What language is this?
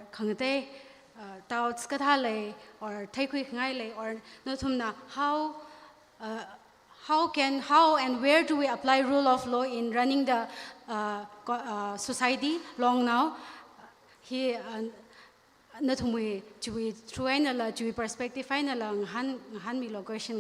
Tangkhul Naga (India)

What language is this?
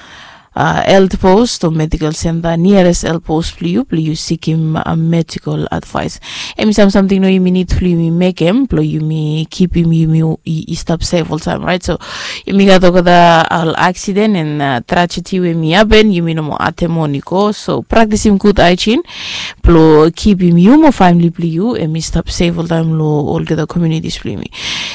Bislama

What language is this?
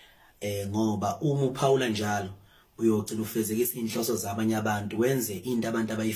Zulu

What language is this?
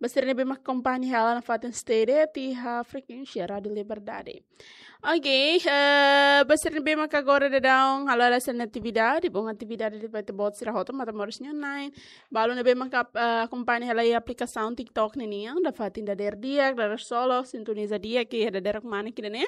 Tetum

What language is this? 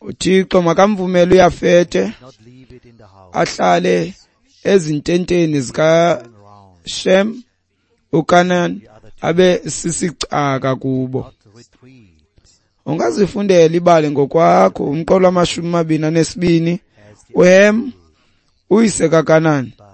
Xhosa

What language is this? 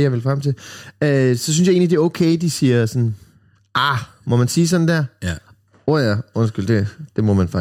Danish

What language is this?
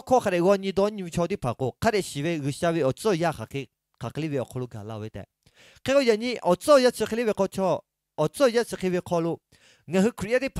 Lahu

